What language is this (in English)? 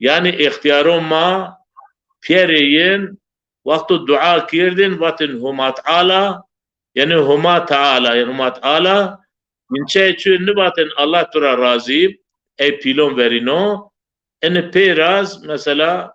Zaza